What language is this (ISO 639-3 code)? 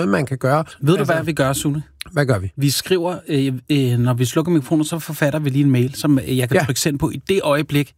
dan